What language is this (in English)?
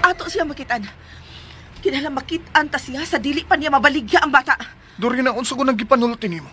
Cebuano